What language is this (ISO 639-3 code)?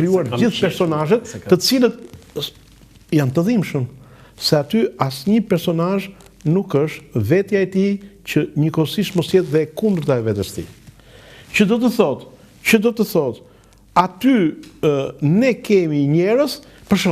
sqi